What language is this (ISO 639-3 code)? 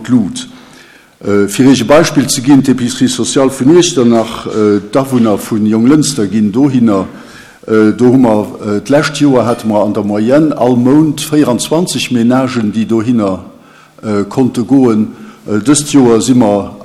ltz